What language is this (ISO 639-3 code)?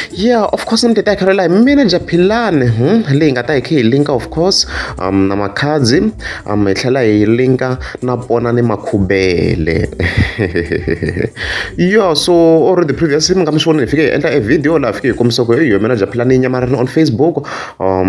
tso